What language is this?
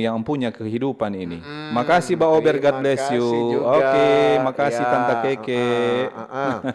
Manado Malay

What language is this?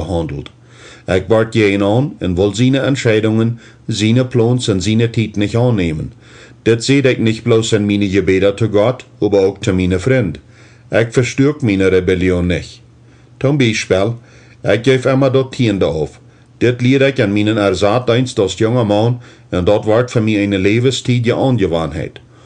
Plautdietsch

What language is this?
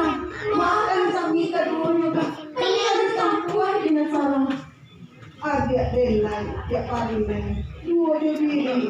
Minangkabau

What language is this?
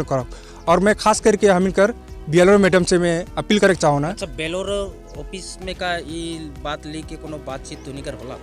Sadri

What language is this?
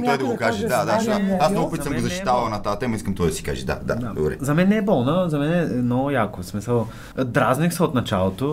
Bulgarian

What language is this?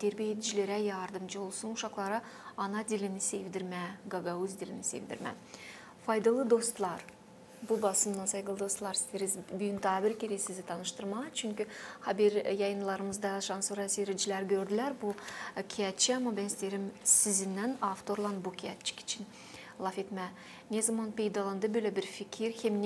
Gagauz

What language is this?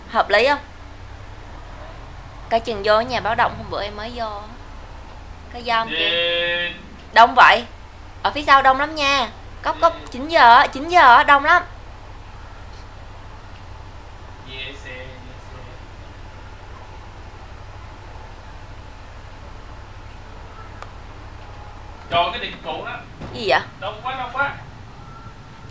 Vietnamese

